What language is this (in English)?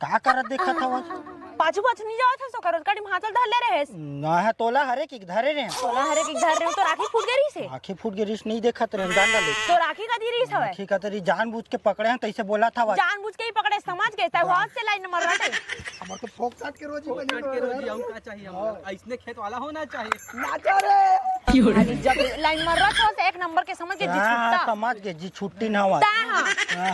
Chhattisgarhi